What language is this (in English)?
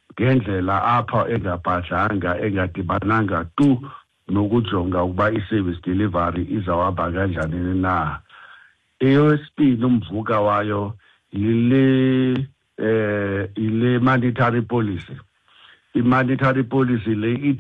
Xhosa